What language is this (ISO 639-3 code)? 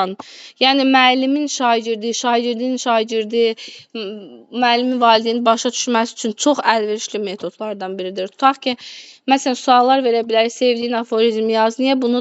aze